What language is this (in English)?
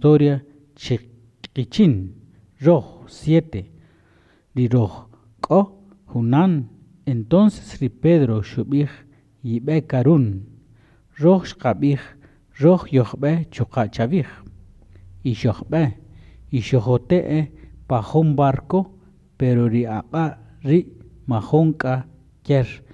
Kaqchikel